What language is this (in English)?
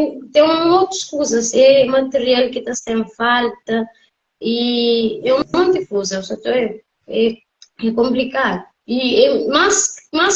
Kabuverdianu